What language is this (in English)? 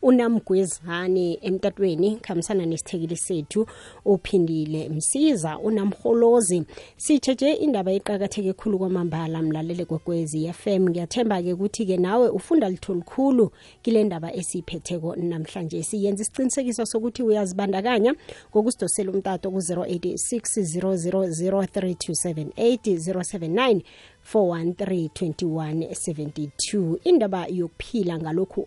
South Ndebele